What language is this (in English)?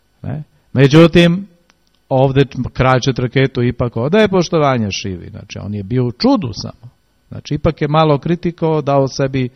Serbian